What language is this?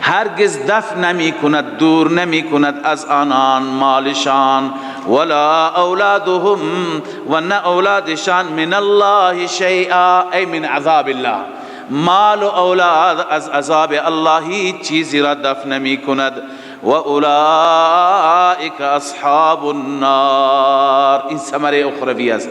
Persian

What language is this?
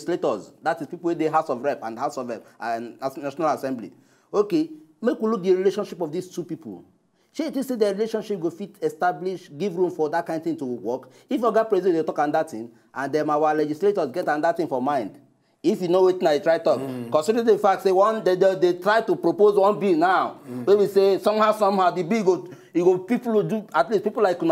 Nigerian Pidgin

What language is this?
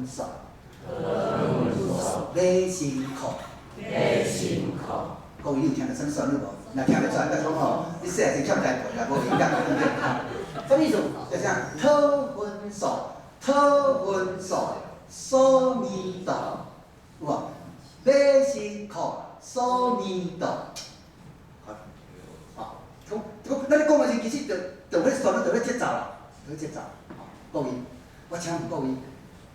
Min Nan Chinese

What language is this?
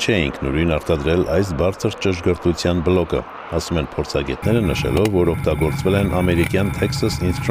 Armenian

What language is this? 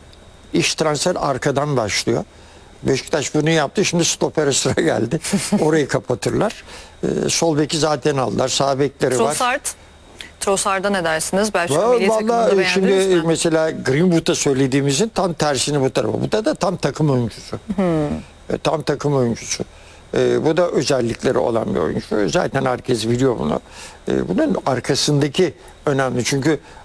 Turkish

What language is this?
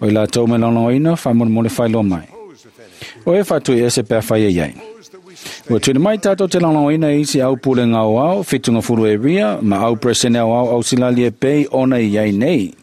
Samoan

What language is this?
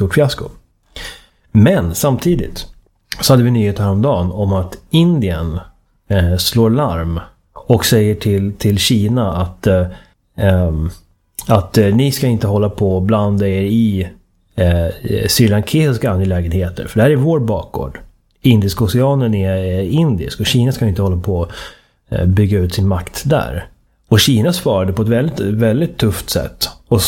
Swedish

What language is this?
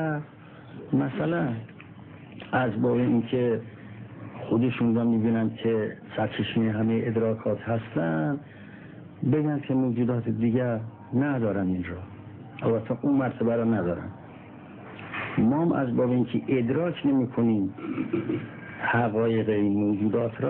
Persian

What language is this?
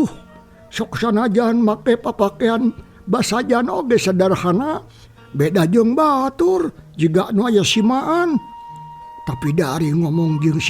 Sundanese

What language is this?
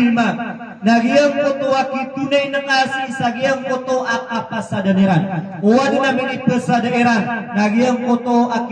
Maranao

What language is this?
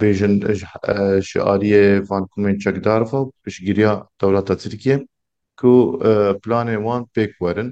Kurdish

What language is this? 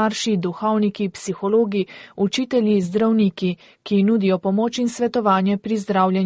Slovenian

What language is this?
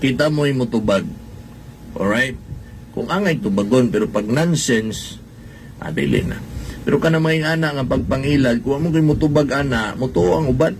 Cebuano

